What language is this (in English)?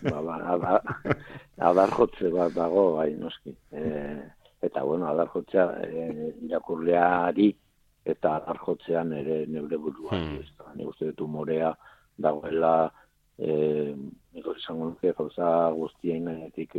Basque